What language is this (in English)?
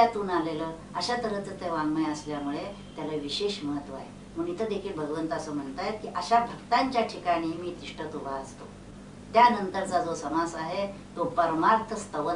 Marathi